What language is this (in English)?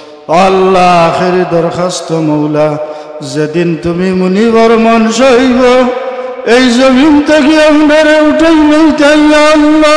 Sylheti